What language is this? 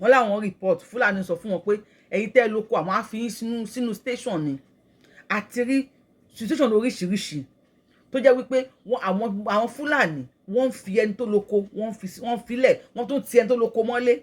Yoruba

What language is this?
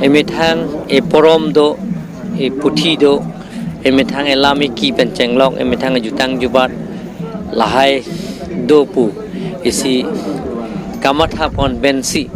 Karbi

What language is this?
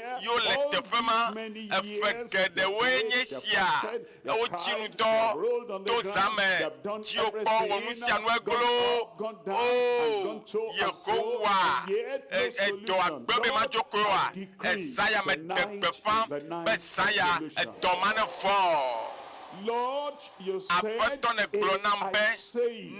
Ewe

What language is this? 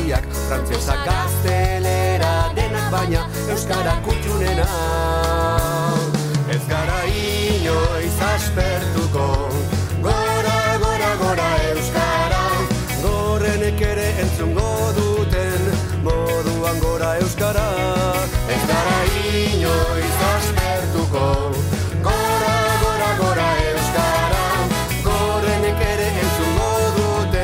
Basque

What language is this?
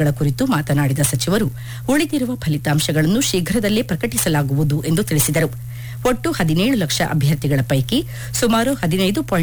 Kannada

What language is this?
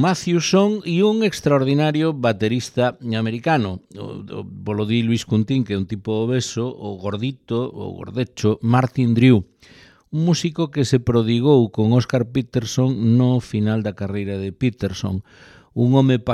Galician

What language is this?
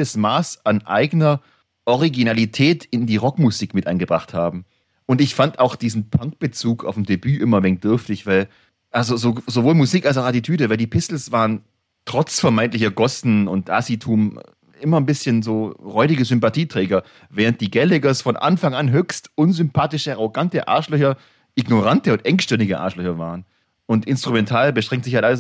German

